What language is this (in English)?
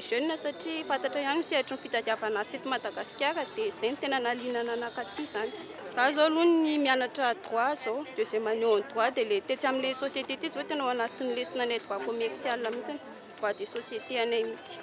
Malagasy